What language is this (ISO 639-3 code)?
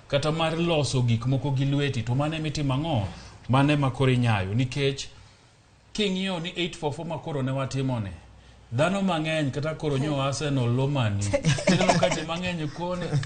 luo